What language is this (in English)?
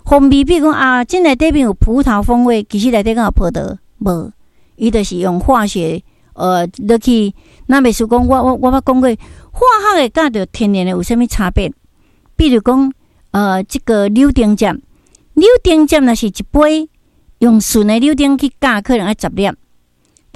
Min Nan Chinese